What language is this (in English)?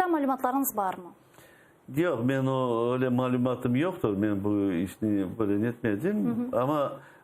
Crimean Tatar